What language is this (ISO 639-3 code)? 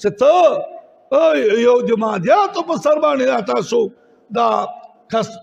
pus